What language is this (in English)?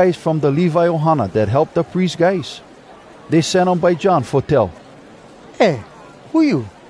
Hawai'i Creole English